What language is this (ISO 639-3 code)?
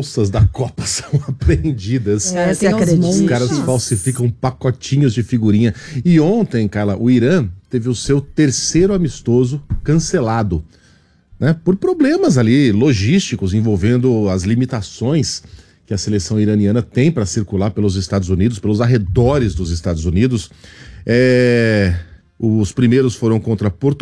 por